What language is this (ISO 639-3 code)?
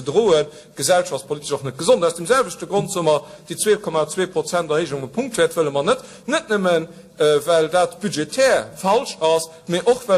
ltz